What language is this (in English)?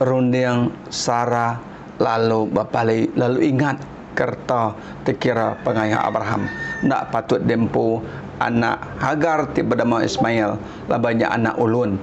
Iban